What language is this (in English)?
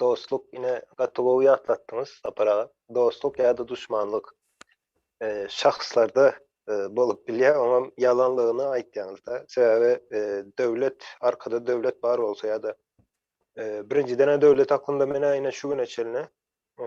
Turkmen